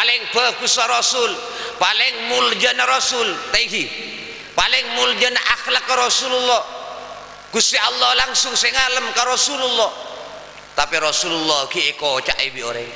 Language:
Madurese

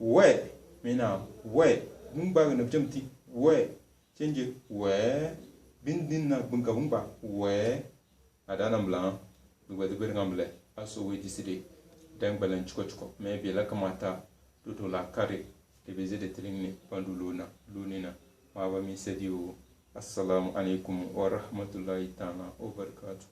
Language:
Tem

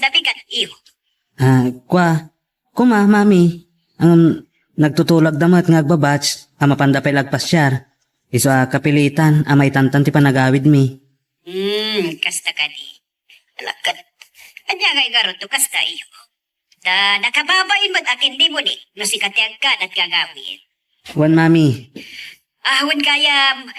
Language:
Iloko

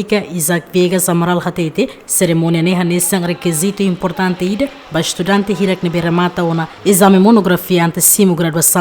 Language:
Tetum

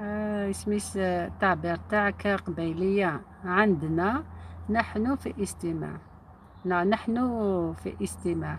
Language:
Algerian Arabic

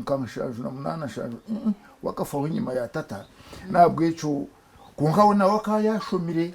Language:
Nyankole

